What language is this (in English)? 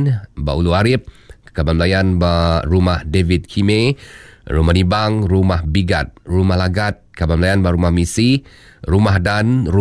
Iban